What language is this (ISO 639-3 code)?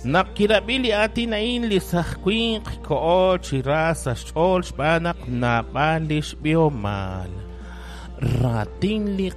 kek